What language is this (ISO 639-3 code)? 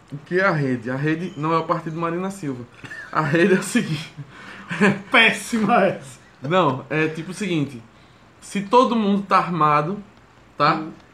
por